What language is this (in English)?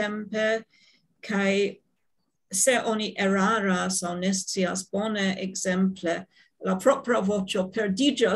Esperanto